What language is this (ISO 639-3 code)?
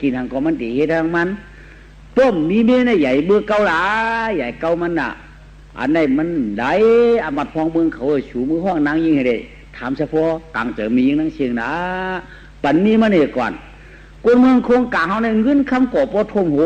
shn